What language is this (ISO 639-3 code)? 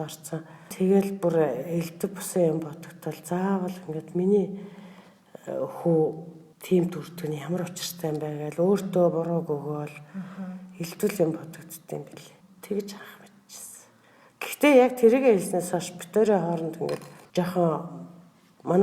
mon